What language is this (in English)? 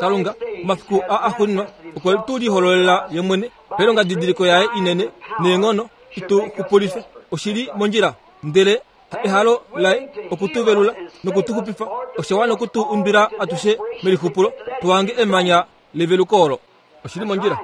Kuanyama